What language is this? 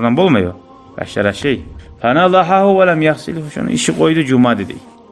Kumyk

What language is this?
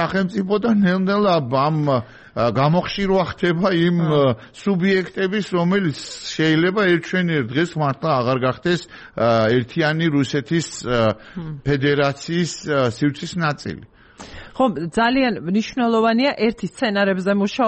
Georgian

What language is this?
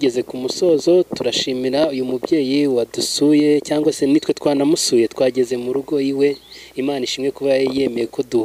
Kinyarwanda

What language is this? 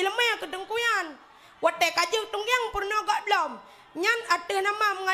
Achinese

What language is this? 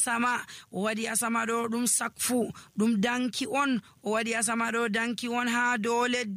Nigerian Fulfulde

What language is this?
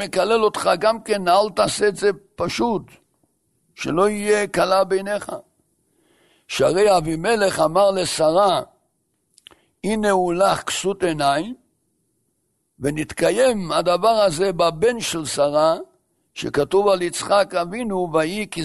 Hebrew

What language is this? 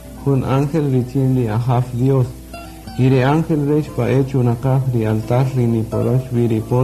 Kaqchikel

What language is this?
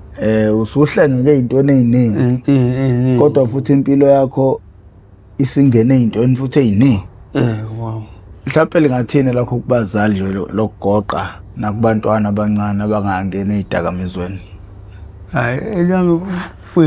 Zulu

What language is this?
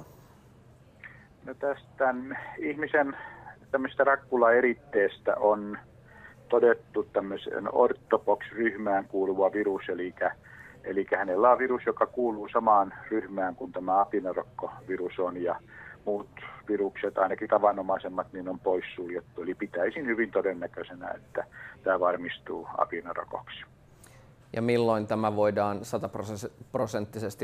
Finnish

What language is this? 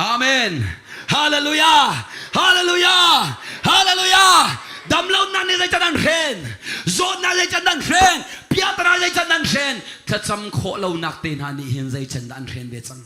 Hakha Chin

